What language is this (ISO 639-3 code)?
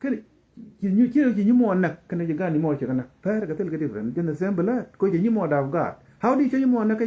nus